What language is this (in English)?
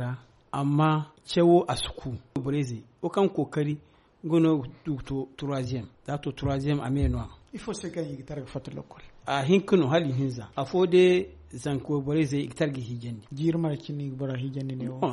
Zarma